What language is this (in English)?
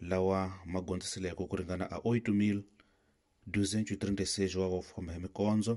Tsonga